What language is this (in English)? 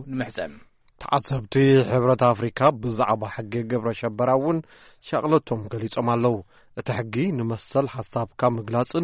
Tigrinya